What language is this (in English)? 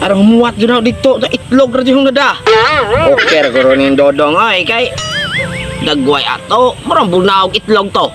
Cebuano